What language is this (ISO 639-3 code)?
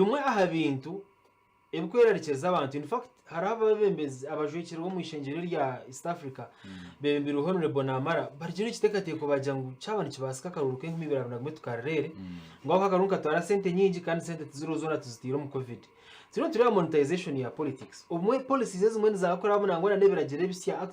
nyn